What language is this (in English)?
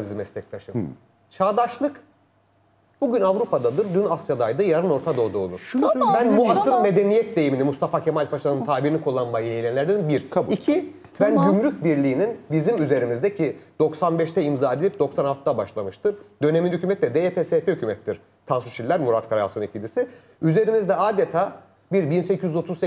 Turkish